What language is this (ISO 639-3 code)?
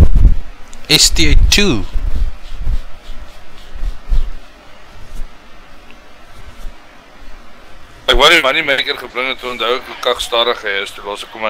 afr